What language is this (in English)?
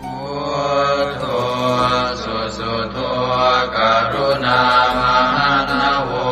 Pali